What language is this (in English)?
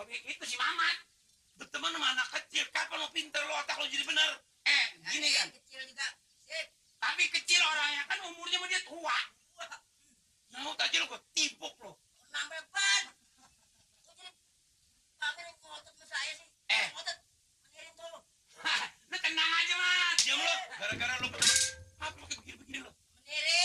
Betawi